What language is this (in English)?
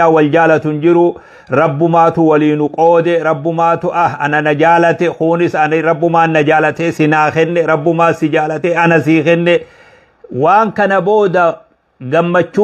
Oromo